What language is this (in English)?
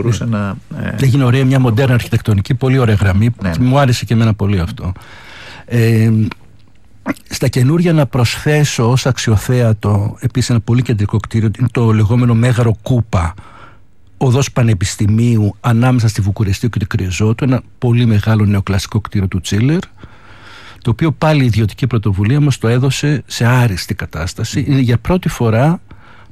Greek